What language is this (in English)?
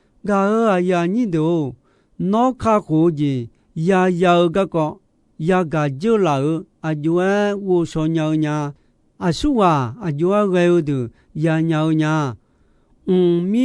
Akha